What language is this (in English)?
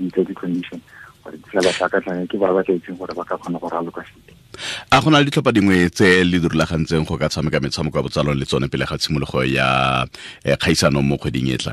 Tswana